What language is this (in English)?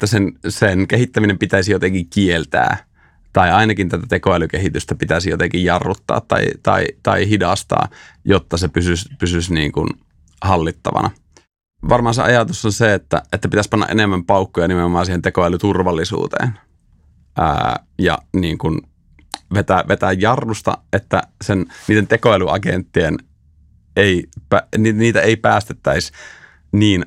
Finnish